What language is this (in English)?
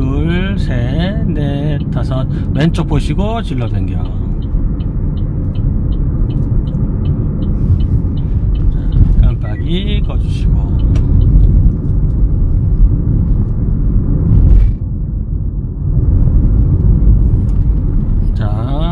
Korean